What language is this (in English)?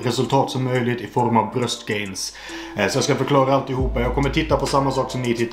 Swedish